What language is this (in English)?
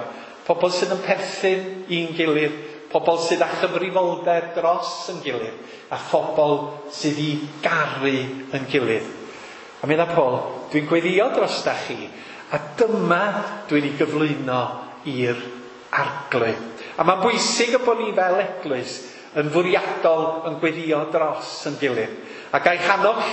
Welsh